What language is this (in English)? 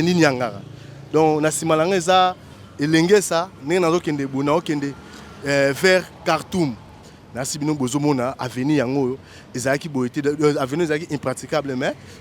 Lingala